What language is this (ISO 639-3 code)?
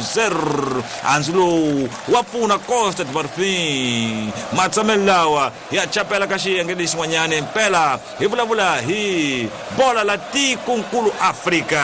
tso